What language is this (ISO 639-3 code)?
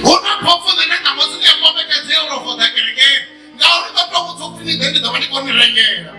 ven